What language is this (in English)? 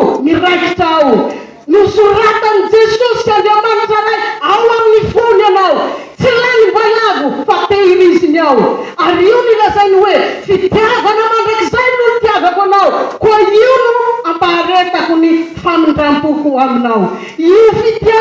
Malagasy